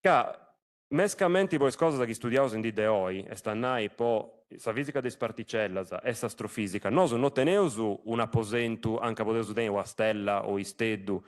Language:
Sardinian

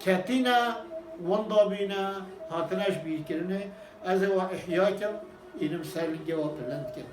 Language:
Kurdish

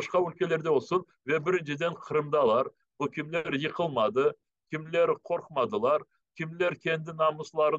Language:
Crimean Tatar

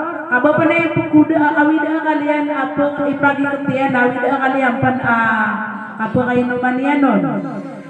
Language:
Maranao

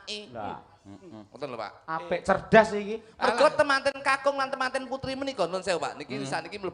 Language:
Javanese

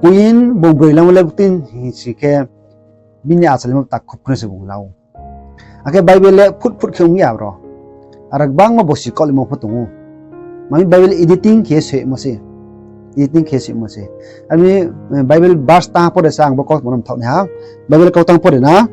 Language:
Riang (India)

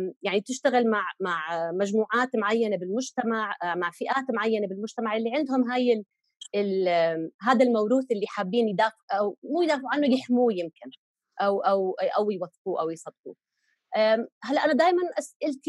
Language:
North Levantine Arabic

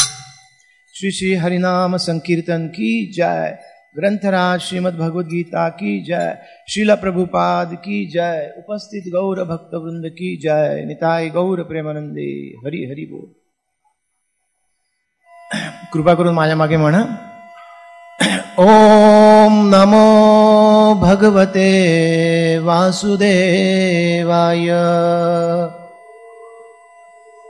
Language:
Marathi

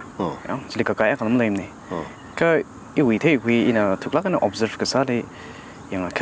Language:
Tangkhul Naga (India)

